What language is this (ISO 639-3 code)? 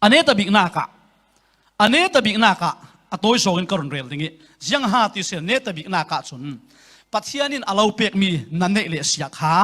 cfm